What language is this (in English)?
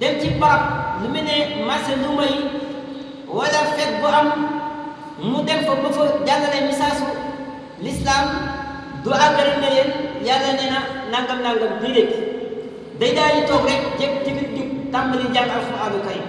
Wolof